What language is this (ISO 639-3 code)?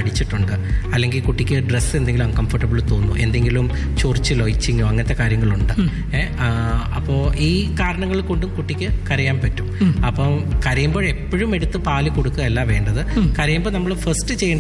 mal